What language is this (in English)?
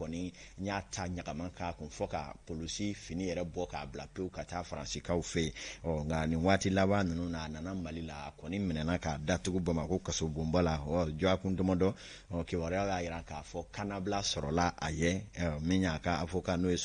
Bambara